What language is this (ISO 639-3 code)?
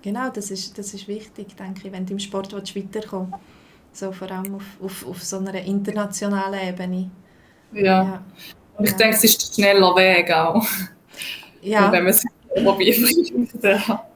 gsw